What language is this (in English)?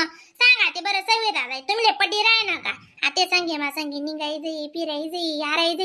Khandesi